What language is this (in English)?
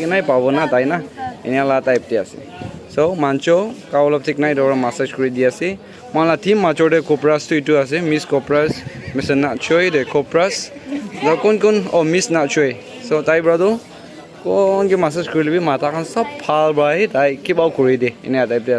Naga Pidgin